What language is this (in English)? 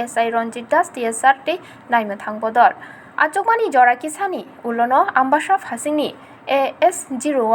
Kok Borok